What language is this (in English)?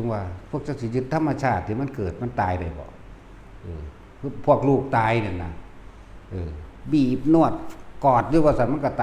Northeastern Thai